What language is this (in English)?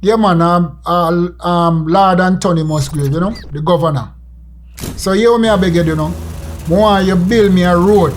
Jamaican Creole English